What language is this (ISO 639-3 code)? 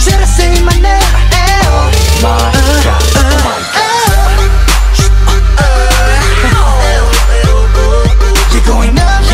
kor